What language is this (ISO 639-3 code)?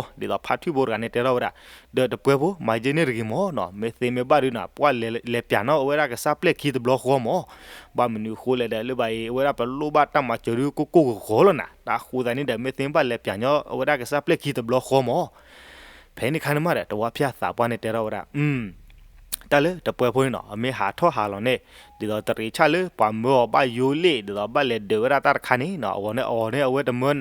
ksw